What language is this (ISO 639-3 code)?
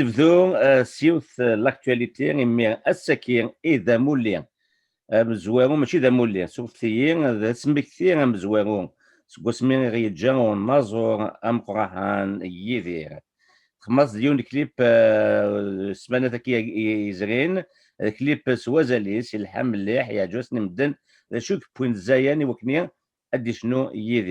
kab